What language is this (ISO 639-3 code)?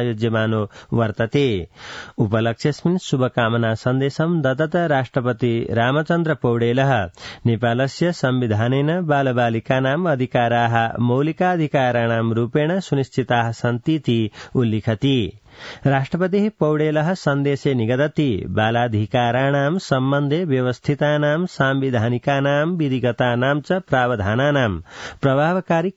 san